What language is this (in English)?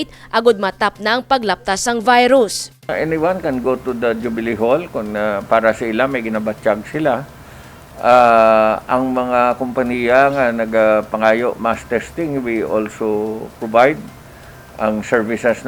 Hiligaynon